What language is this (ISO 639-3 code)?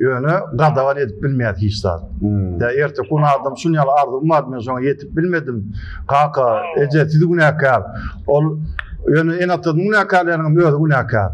tuk